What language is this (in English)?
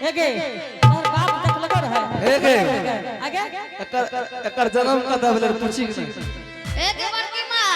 Angika